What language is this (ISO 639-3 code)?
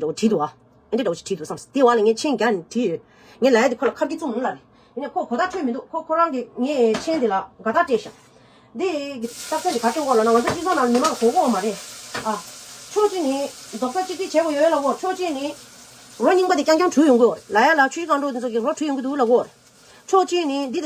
bod